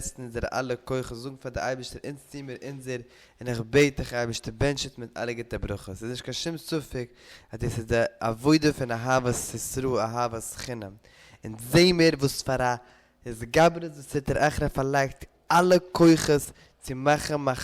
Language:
Yiddish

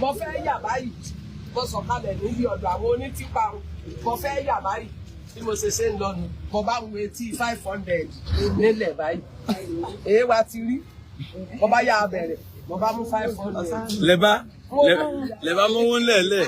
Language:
Yoruba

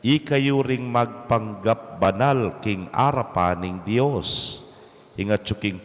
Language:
Pampanga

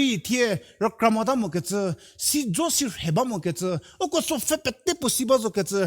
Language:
Angami Naga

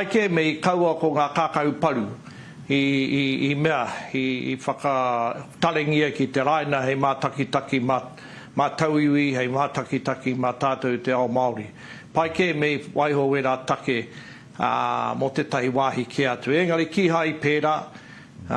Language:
Māori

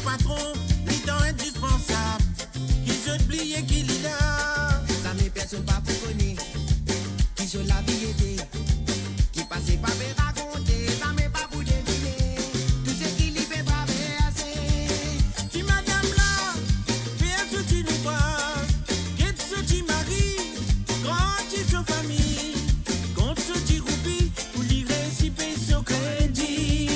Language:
Morisyen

